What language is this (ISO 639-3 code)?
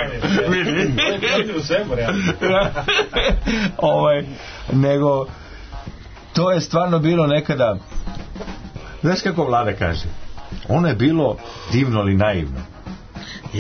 srp